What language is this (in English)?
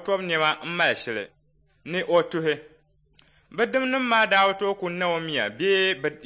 Dagbani